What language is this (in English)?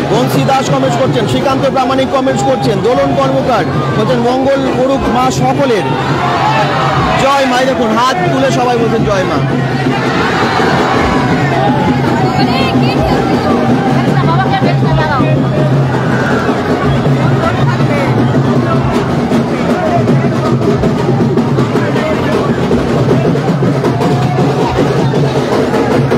Bangla